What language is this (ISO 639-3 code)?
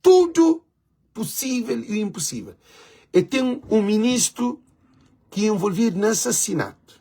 kea